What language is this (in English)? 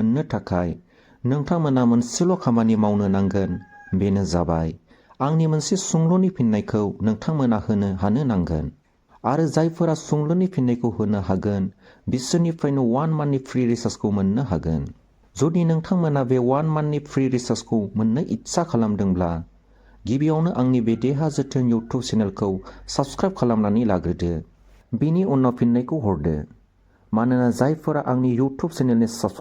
Bodo